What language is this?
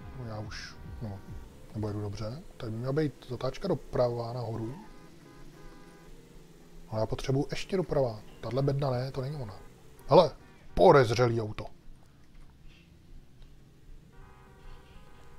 Czech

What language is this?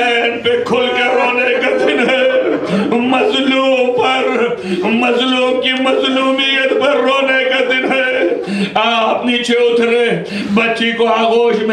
Urdu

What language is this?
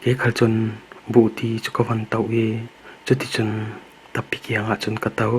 Falam Chin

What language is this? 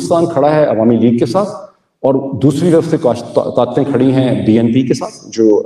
Urdu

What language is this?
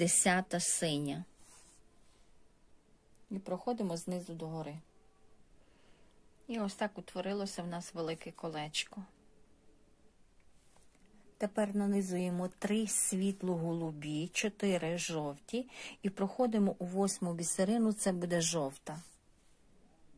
Ukrainian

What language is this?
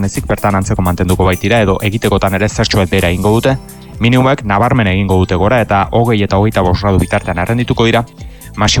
Basque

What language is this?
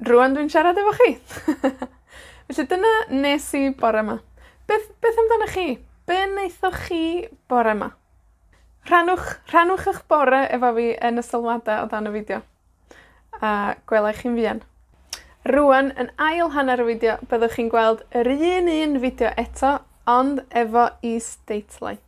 Welsh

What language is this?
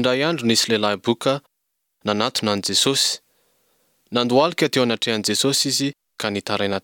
Malagasy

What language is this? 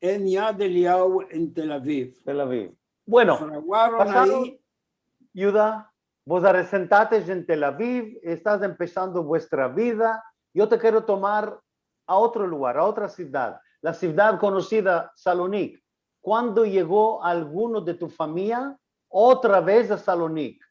Ladino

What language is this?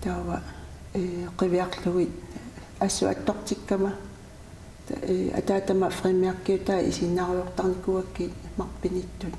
Kalaallisut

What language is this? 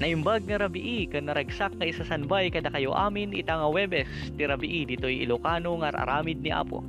Iloko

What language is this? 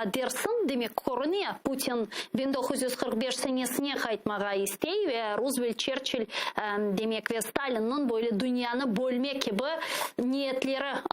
Crimean Tatar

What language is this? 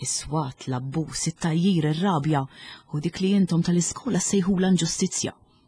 Maltese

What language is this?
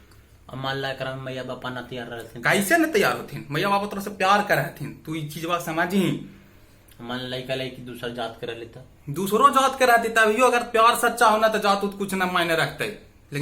Magahi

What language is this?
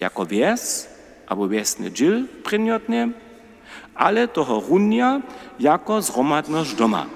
Upper Sorbian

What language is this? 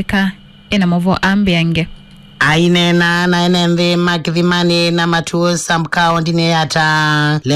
Kamba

